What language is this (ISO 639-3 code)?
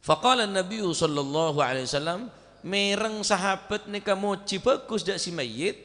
mad